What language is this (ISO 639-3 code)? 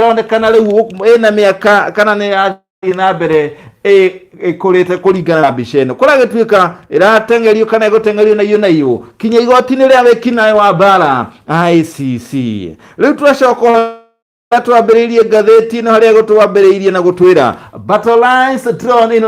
kik